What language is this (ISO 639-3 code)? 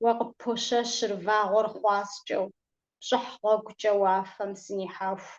kbd